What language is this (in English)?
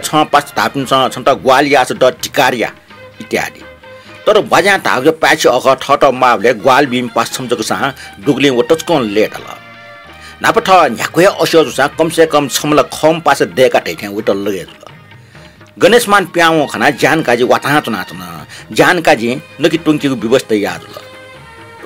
Newari